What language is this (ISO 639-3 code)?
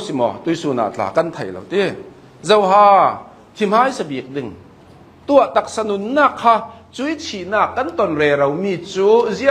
cnh